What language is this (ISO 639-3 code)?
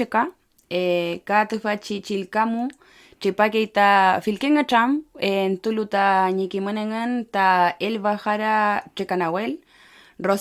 arn